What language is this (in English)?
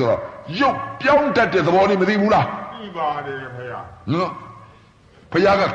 Burmese